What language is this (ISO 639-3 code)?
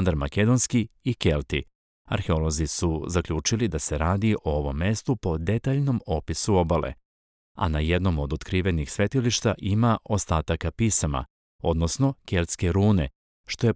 srp